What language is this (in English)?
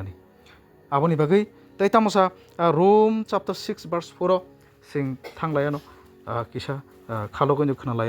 Kok Borok